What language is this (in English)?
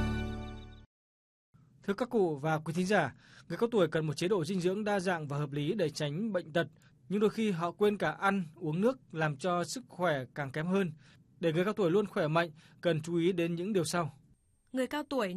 Vietnamese